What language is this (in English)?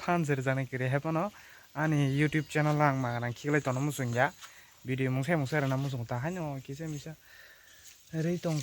Kok Borok